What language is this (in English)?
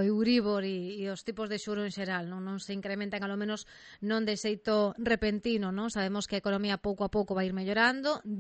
Galician